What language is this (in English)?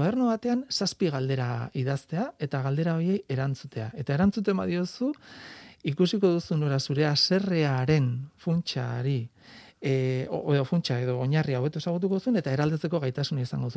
Basque